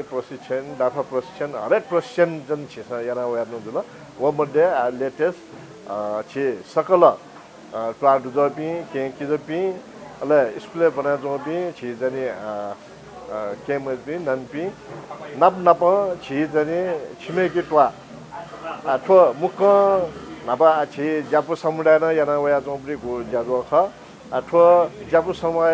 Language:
Newari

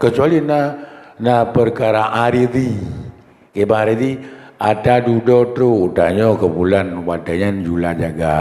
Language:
Achinese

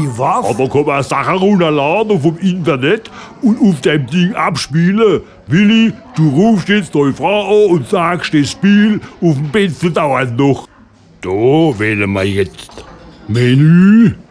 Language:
Palatine German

